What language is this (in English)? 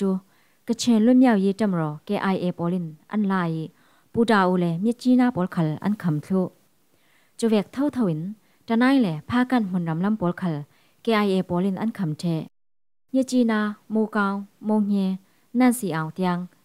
Falam Chin